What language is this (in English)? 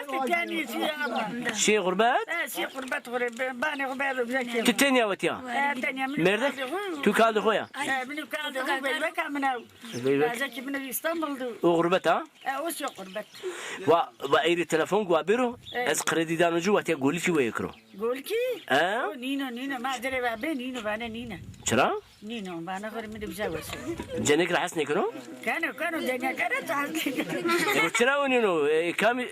Zaza